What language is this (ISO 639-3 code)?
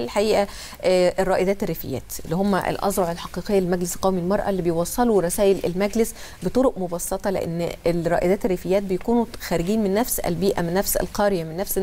arz